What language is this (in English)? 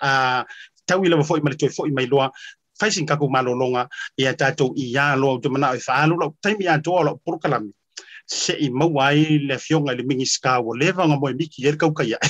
Samoan